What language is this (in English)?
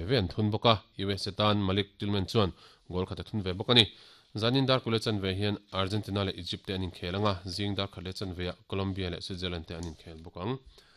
Mizo